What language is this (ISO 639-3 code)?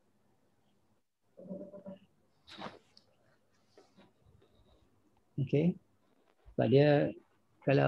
msa